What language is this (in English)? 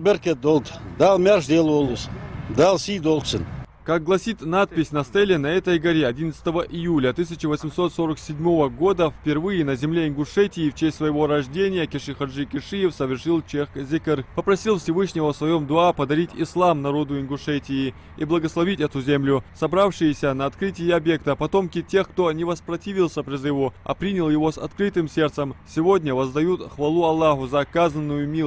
Ingush